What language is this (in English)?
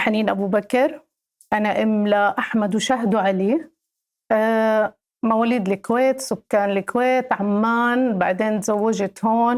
North Levantine Arabic